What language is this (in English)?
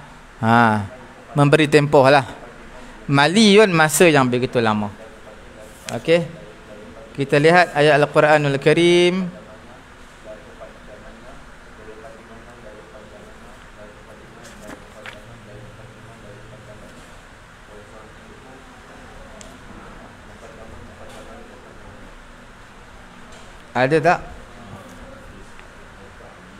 Malay